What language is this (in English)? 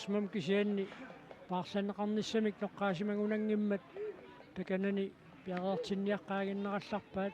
Kalaallisut